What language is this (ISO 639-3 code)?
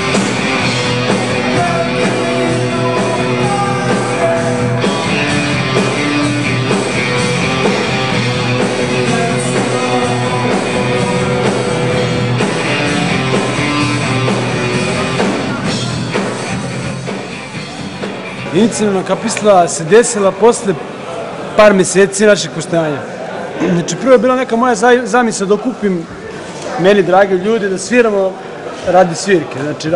srp